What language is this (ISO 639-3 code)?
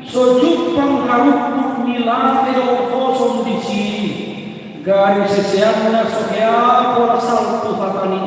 bbc